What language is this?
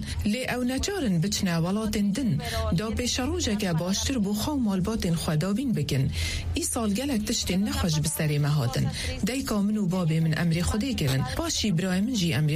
Kurdish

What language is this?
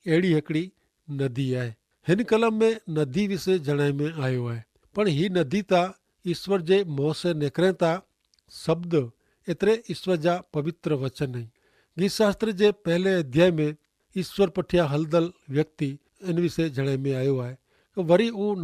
Kachhi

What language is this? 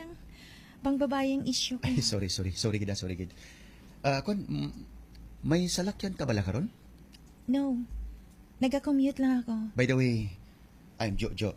Hiligaynon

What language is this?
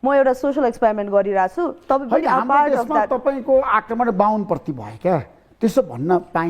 Nepali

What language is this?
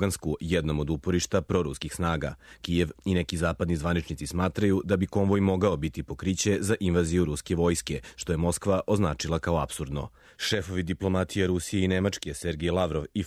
Serbian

